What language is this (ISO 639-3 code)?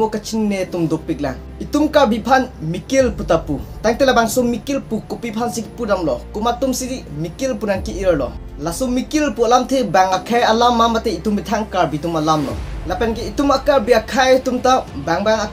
mjw